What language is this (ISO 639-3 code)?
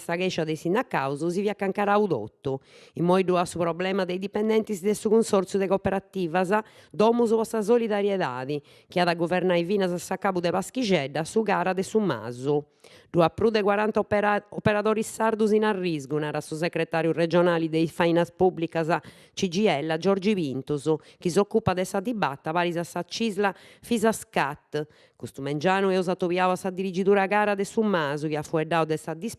srd